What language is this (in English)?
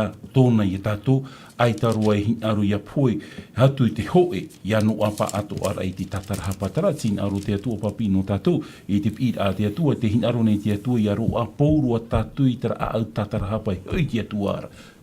Tahitian